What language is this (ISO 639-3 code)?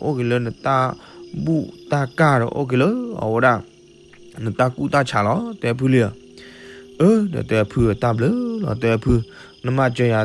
ksw